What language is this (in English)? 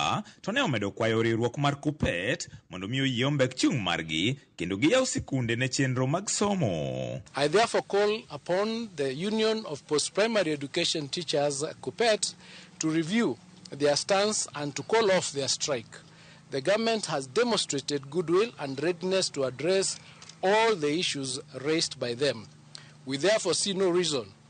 Luo (Kenya and Tanzania)